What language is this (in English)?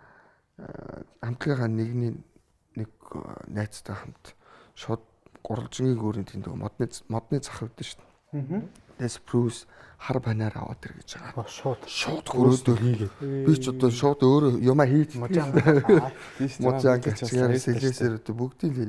Mongolian